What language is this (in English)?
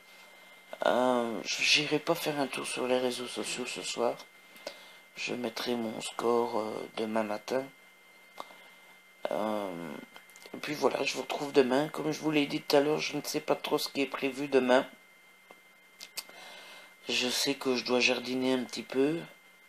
French